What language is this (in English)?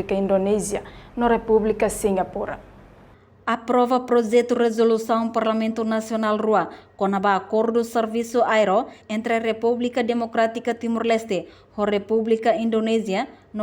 Tetum